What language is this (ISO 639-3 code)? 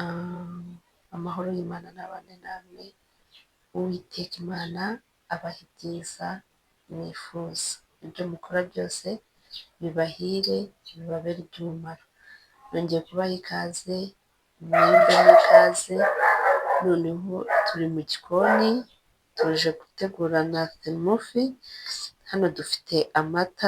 kin